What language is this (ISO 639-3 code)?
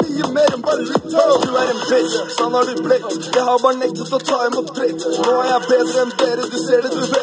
nor